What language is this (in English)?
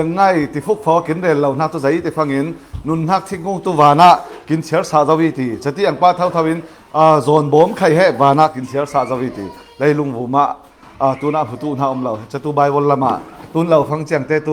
Falam Chin